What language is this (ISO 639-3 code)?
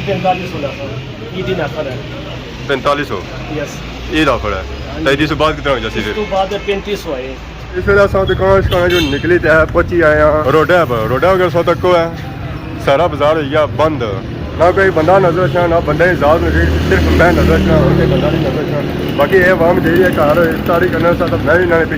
phr